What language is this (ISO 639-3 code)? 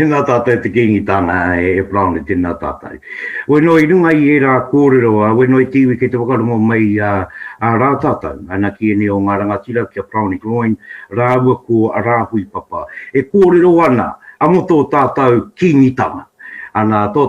mri